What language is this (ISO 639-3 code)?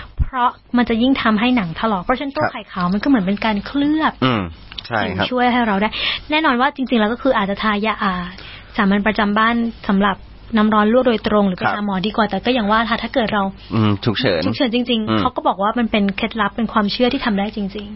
tha